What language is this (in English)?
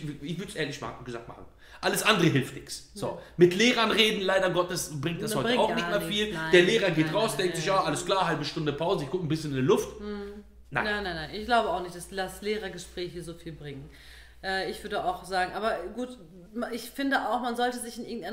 German